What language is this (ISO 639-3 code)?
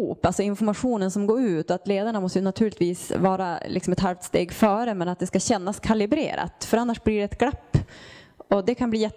swe